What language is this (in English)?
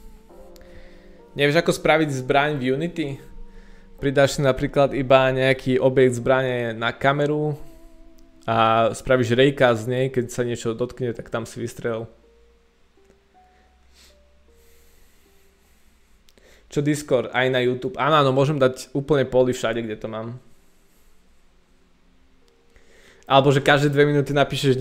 Slovak